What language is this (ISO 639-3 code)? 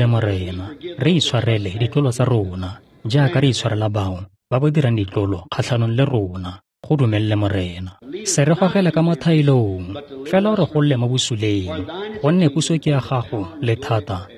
tsn